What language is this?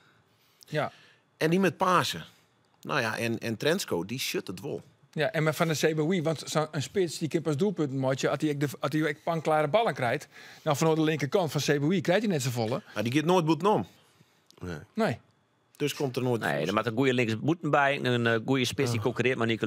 Western Frisian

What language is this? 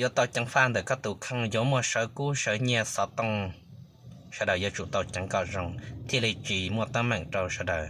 Hmong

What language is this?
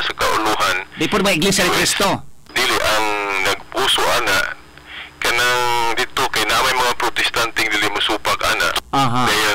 Cebuano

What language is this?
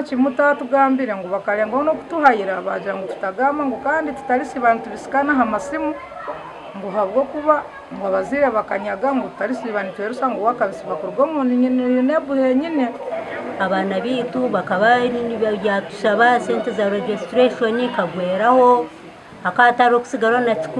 Nyankole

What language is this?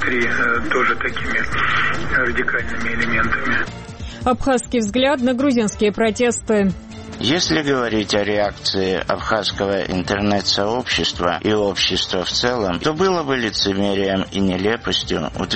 Russian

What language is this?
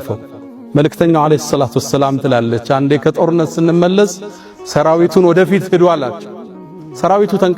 Amharic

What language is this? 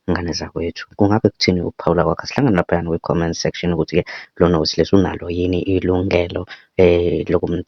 Zulu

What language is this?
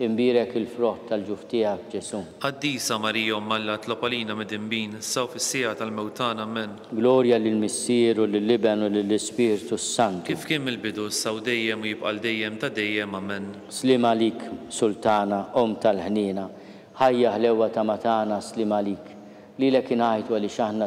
Maltese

